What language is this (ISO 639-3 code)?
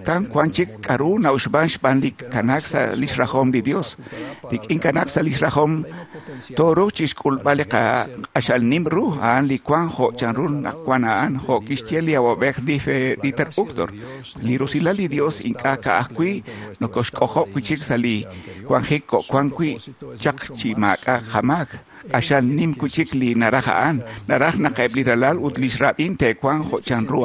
kek